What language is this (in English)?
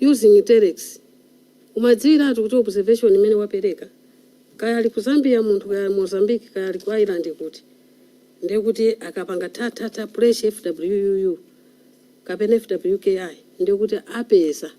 Nyanja